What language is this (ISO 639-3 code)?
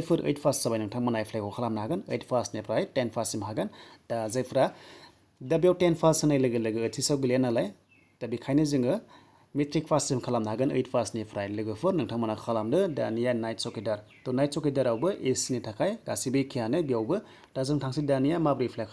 brx